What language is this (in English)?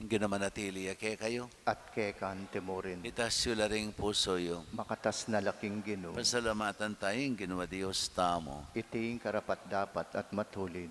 Pampanga